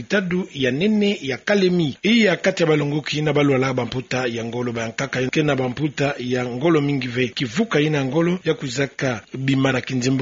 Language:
Kituba (Democratic Republic of Congo)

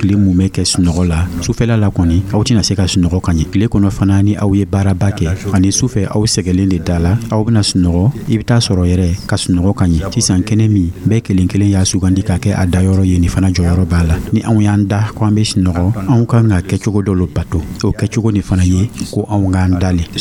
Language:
Dyula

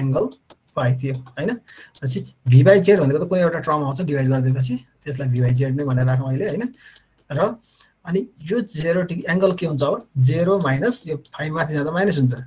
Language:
Nepali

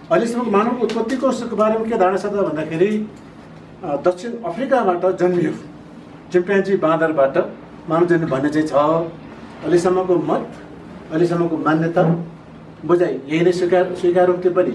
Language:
Nepali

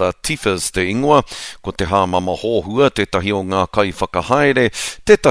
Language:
Māori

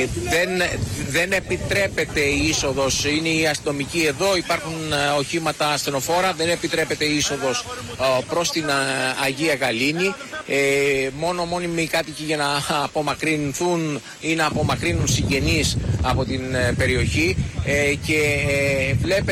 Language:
Greek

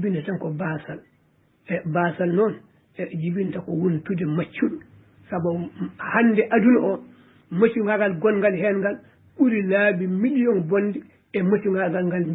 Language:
Fula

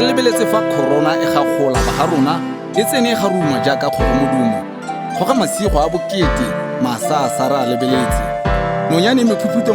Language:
Tswana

